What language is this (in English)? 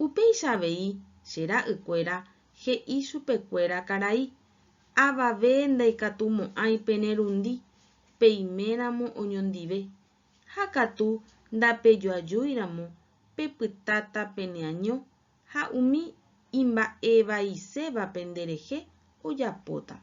Guarani